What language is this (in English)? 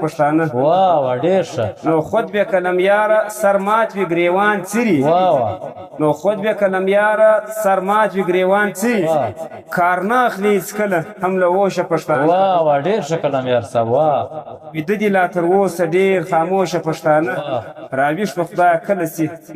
Pashto